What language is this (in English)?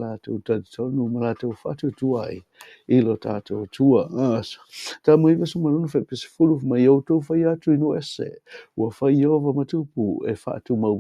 Samoan